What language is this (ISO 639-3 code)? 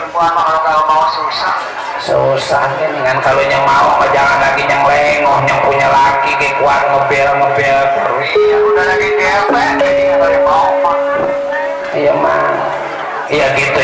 bew